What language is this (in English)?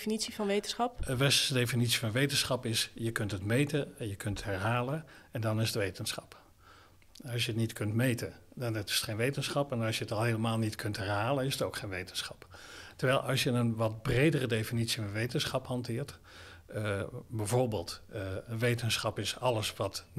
Dutch